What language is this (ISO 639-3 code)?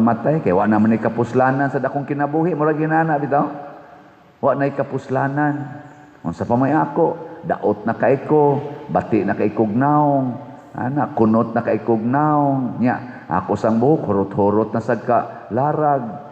ceb